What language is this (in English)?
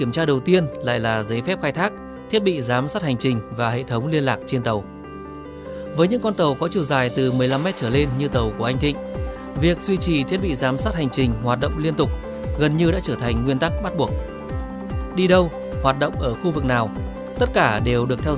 Vietnamese